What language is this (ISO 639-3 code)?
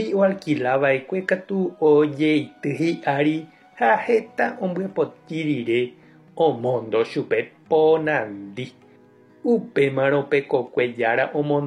grn